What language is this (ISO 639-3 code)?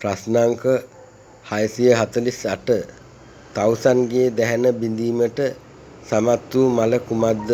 sin